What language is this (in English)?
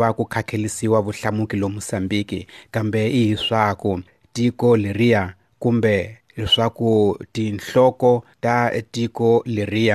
Tsonga